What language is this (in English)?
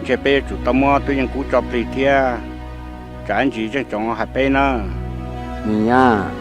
Hmong